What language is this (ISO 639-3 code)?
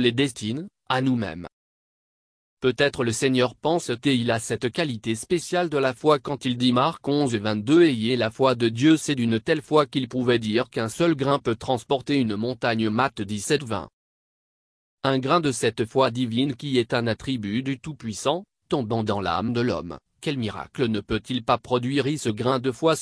fra